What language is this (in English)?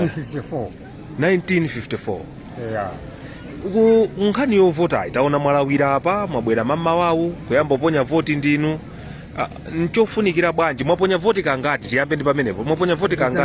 Nyanja